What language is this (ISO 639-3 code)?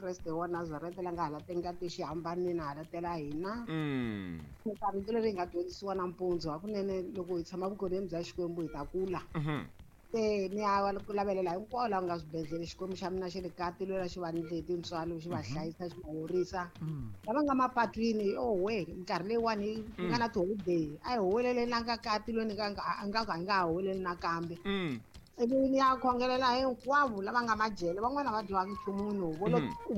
tso